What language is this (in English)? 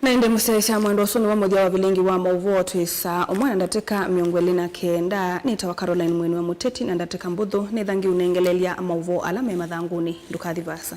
Kamba